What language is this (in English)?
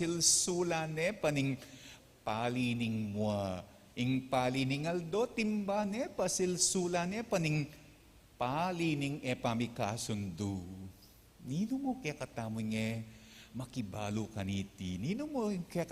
Pampanga